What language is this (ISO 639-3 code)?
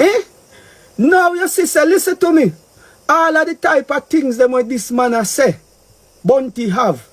jam